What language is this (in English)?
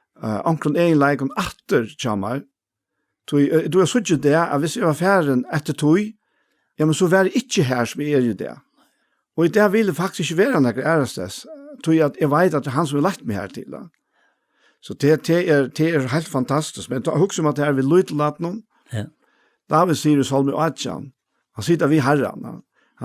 Faroese